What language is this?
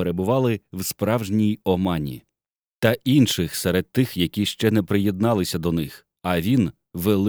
Ukrainian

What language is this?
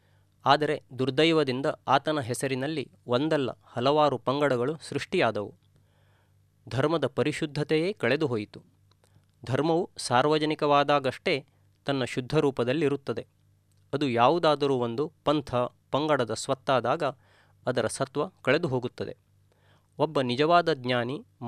Kannada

